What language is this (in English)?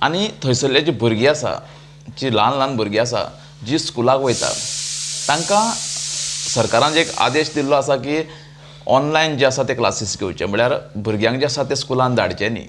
Konkani